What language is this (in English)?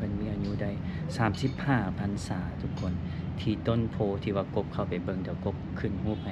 Lao